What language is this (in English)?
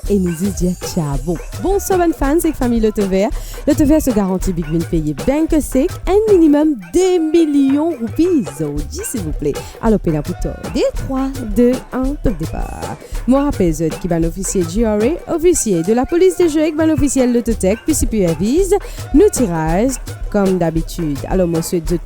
Morisyen